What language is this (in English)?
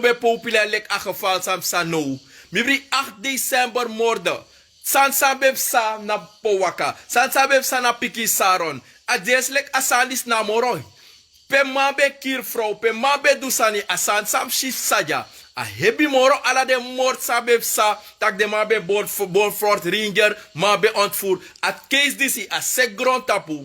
Sranan Tongo